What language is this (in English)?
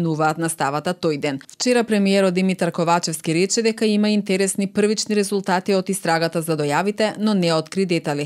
Macedonian